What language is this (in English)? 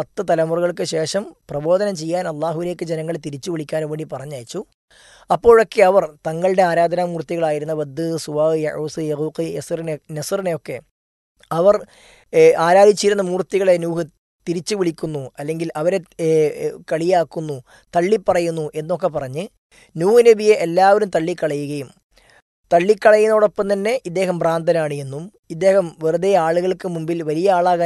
Malayalam